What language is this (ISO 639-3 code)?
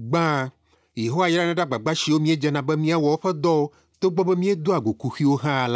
ewe